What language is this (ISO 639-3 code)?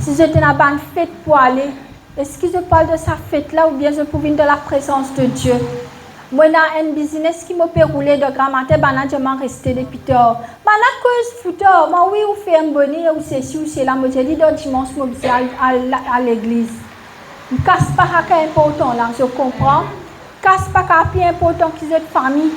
mfe